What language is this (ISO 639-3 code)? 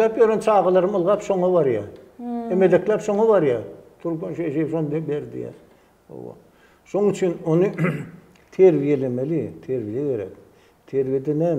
tuk